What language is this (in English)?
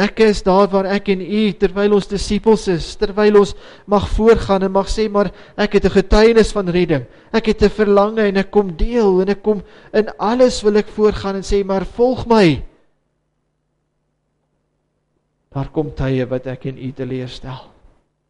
Afrikaans